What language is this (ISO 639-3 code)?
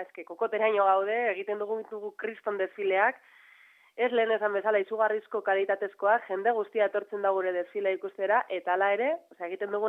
eus